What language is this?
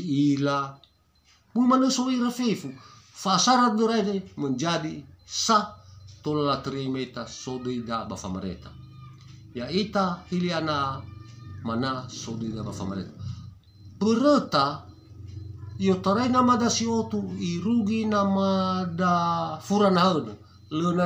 Nias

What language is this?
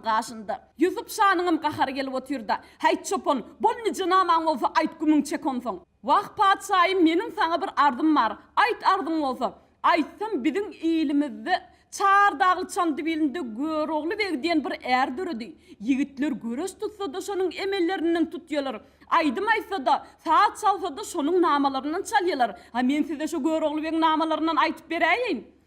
Turkmen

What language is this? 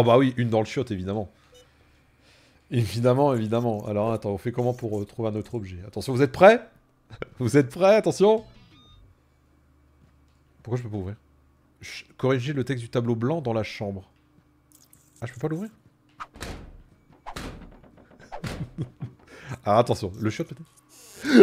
French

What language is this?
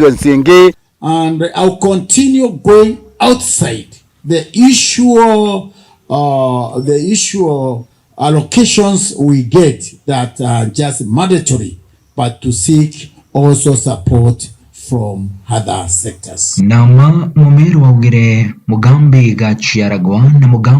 Meru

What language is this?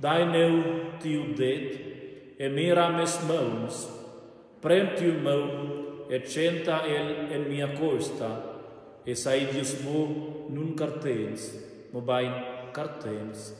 Romansh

